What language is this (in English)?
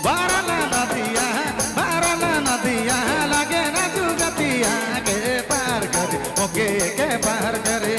Sadri